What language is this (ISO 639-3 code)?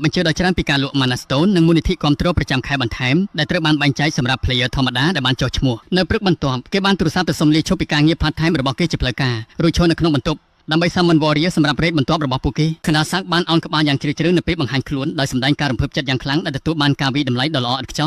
khm